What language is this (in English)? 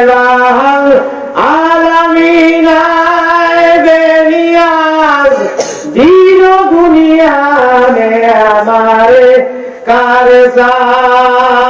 Sylheti